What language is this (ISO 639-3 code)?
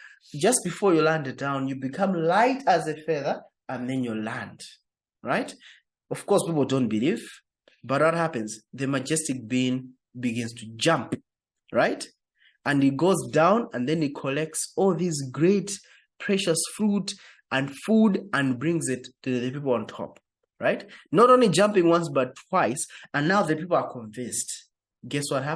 eng